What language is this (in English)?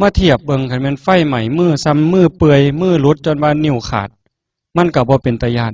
Northeastern Thai